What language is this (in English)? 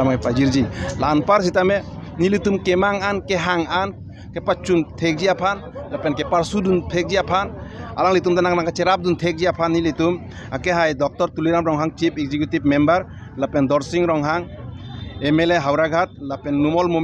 Karbi